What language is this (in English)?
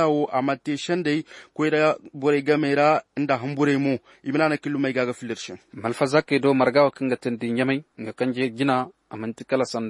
Koyraboro Senni